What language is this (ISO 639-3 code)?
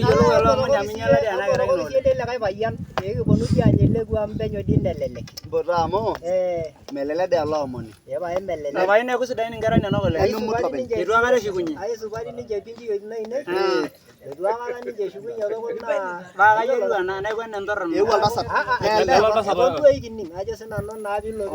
mas